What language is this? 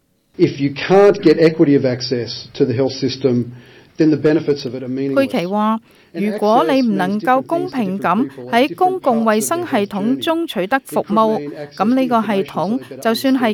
Cantonese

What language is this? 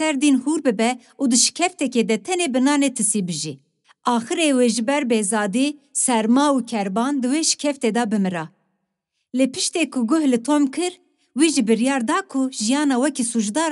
Kurdish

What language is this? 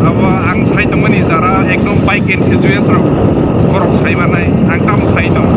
Kok Borok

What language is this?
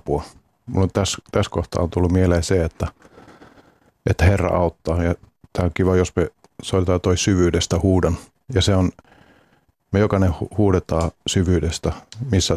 Finnish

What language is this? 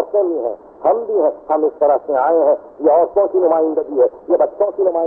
Urdu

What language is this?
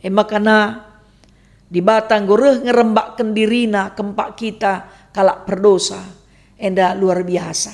Batak Karo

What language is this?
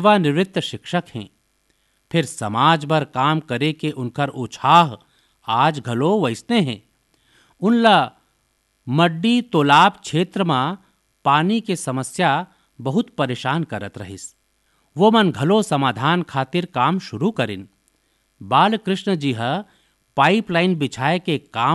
Chhattisgarhi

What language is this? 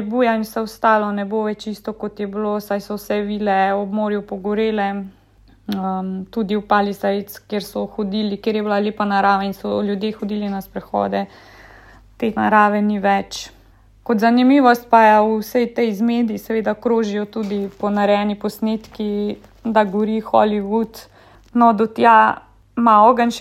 Slovenian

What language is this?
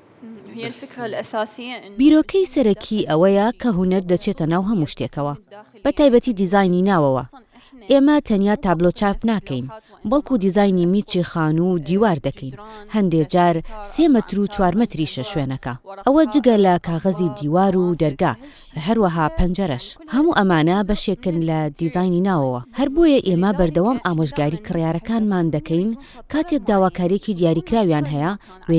Central Kurdish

